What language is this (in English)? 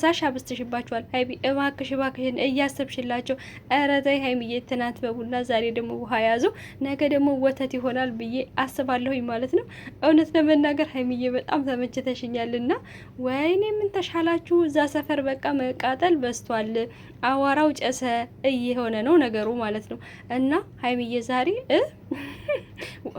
Amharic